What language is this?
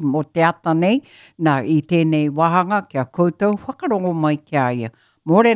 Māori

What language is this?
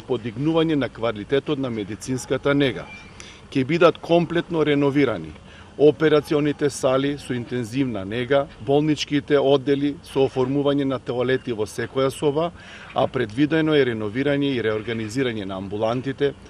Macedonian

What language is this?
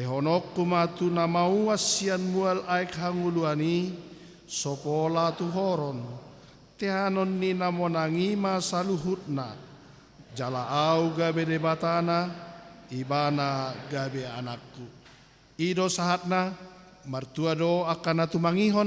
Batak Toba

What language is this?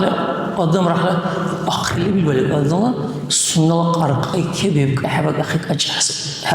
Dargwa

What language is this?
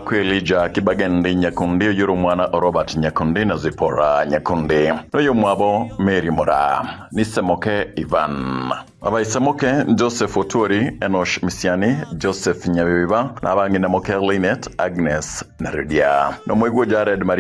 Gusii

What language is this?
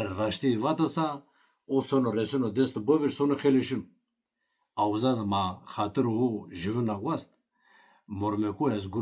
Zaza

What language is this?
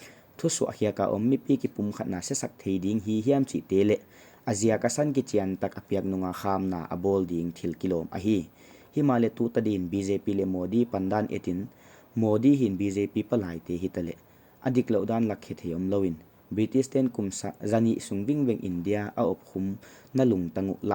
Paite Chin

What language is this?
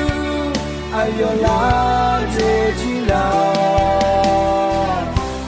Akha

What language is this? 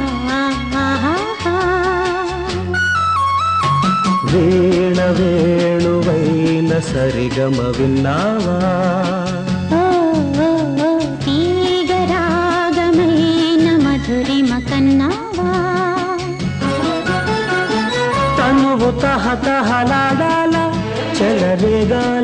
Telugu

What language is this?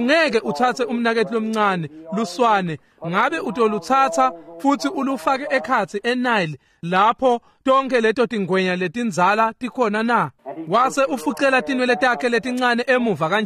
Swati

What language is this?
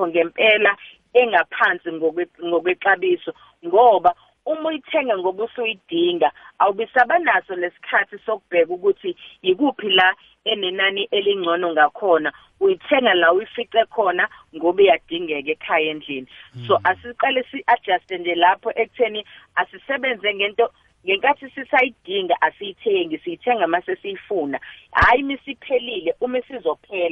South Ndebele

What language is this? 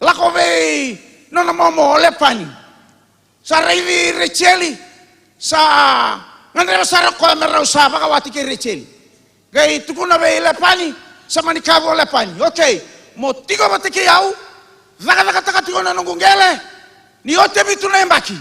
Fijian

